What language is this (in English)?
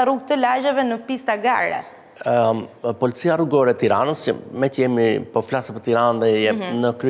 Albanian